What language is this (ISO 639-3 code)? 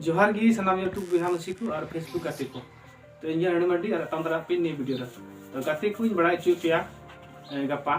sat